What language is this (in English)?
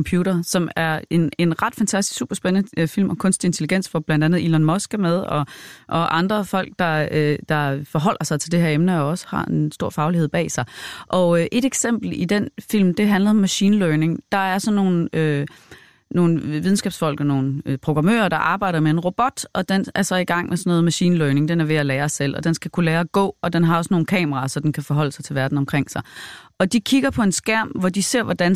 Danish